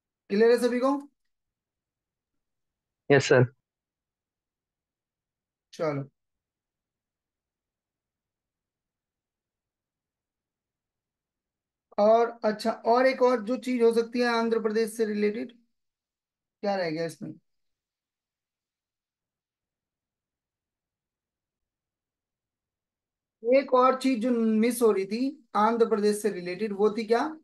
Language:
Hindi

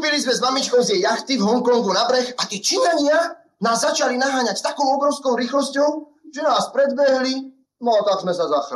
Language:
Slovak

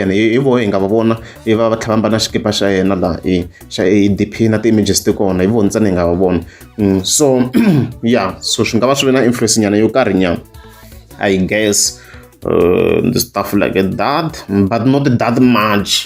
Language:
Tsonga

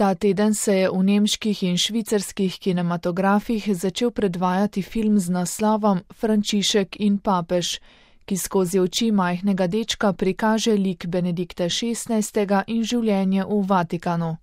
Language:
Slovenian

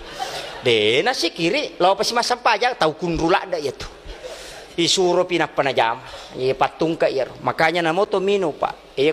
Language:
Buginese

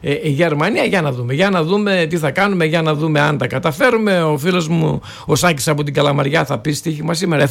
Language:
Greek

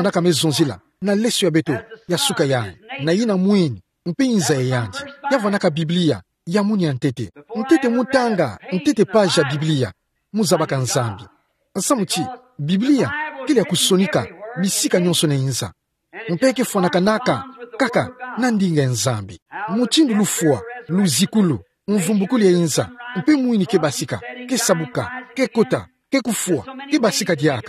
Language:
Kituba (Democratic Republic of Congo)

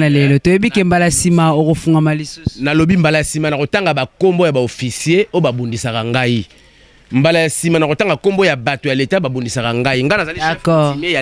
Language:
Lingala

